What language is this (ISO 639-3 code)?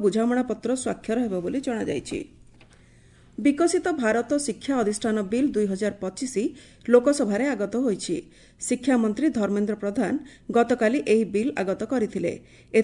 ori